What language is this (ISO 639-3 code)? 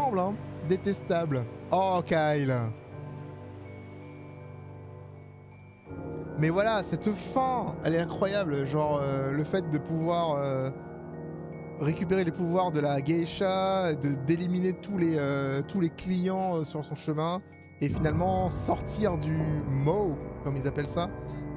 fra